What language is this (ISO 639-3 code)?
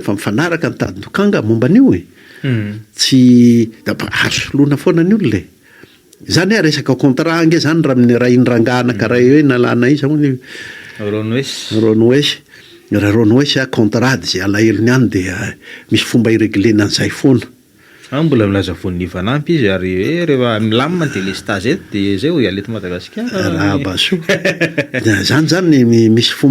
mlg